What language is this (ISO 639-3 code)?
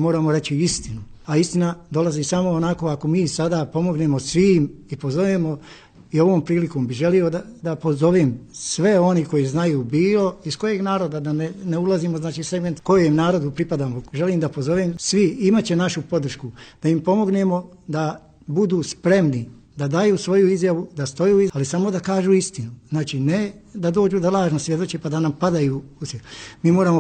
bos